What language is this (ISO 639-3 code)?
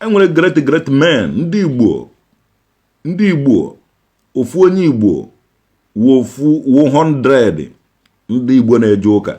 ibo